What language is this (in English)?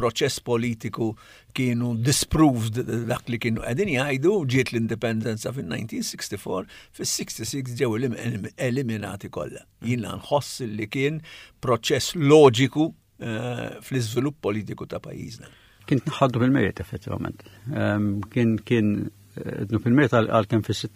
Maltese